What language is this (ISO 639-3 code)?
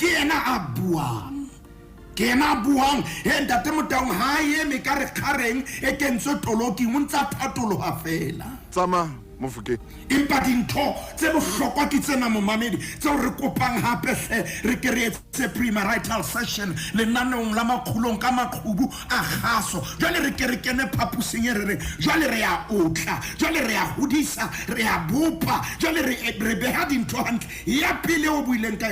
sot